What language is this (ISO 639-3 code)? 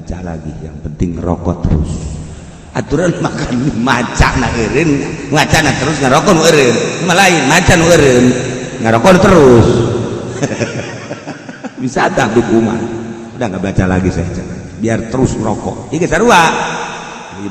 sun